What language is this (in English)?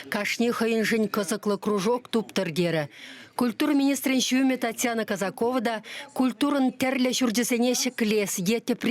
Chuvash